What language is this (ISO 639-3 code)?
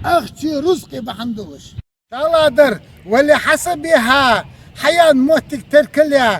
inh